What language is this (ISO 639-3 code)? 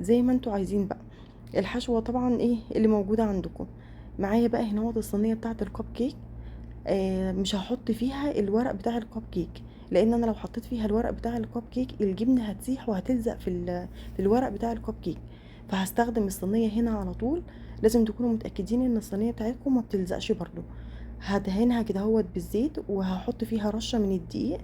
arz